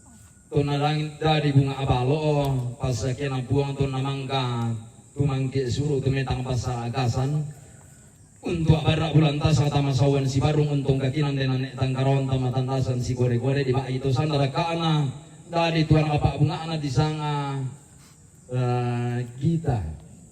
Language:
Toraja-Sa'dan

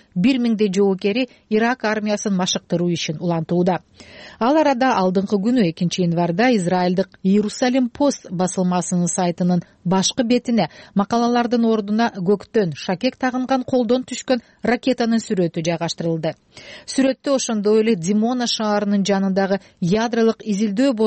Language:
Kyrgyz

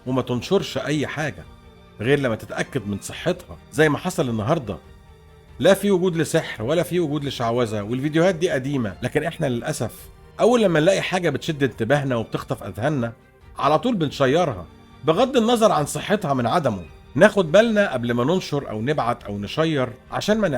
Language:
Egyptian Arabic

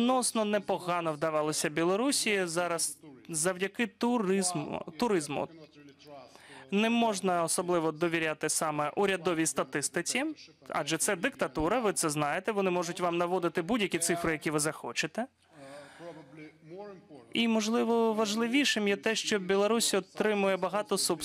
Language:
Ukrainian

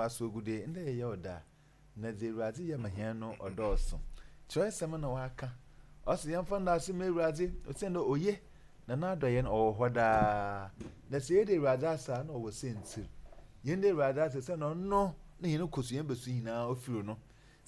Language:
Akan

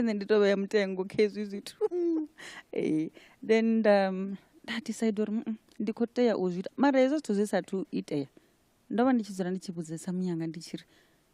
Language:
Venda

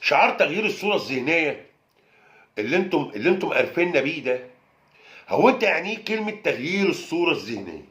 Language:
Egyptian Arabic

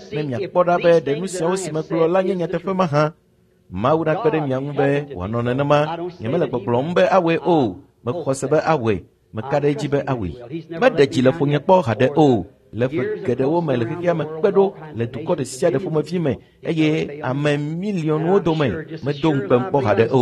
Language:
Ewe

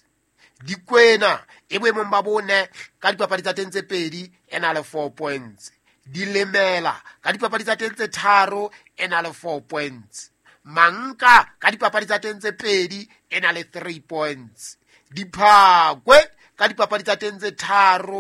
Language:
Southern Sotho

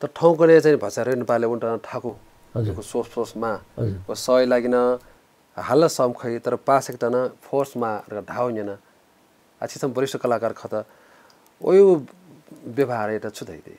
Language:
Newari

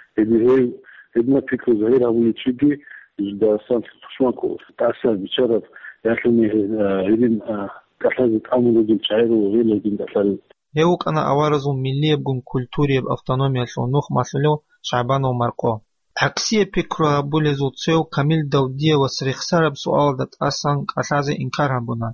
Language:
Avaric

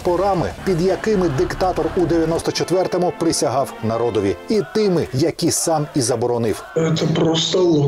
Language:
Ukrainian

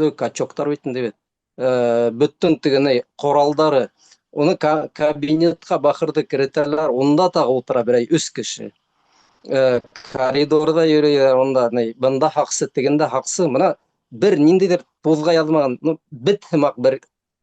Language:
Bashkir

